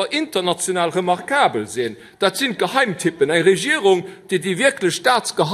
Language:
Luxembourgish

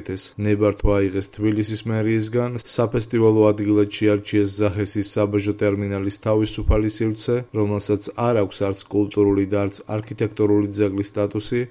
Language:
Georgian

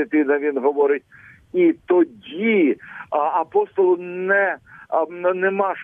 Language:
Ukrainian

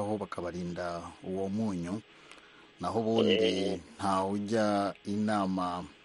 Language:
Kinyarwanda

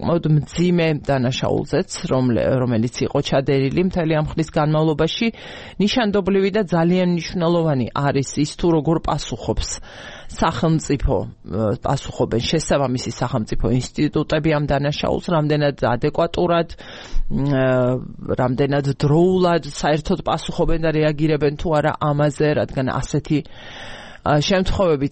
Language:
Georgian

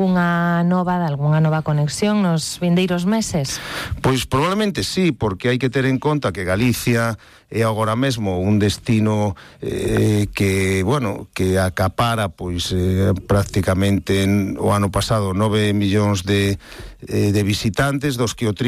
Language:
Galician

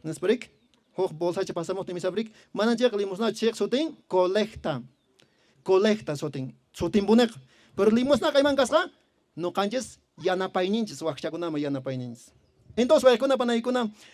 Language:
Quechua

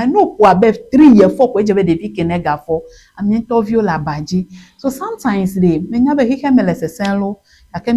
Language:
Ewe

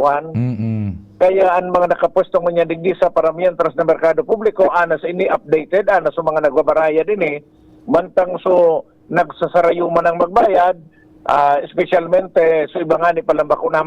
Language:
Bikol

